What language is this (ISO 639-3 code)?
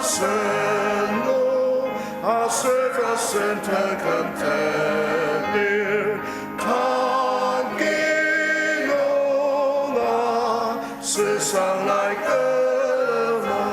njo